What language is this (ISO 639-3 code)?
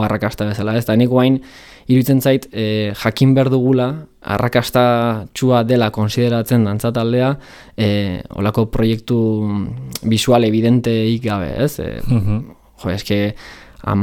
eus